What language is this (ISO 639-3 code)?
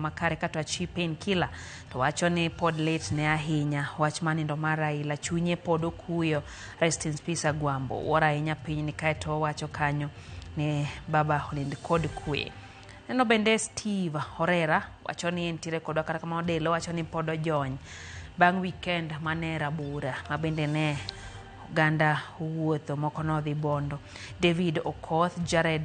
luo